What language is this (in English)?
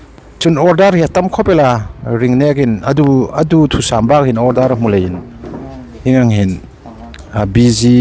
Hmar